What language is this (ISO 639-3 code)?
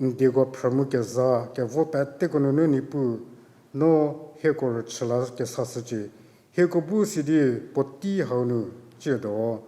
njm